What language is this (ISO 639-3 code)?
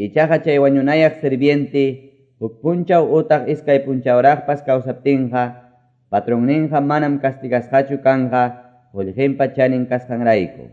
que